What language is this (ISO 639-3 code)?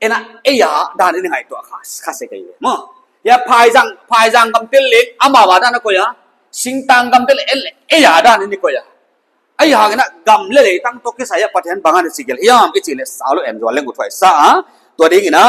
pck